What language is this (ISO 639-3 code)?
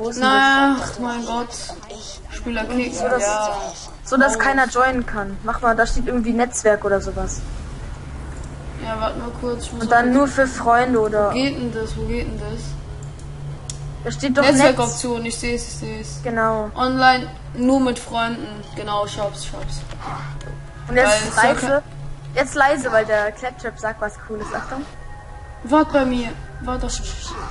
deu